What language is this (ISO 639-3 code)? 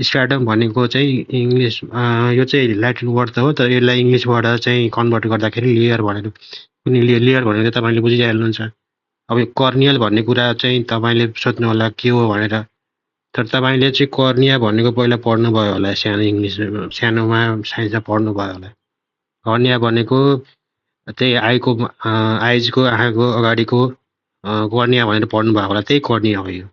nep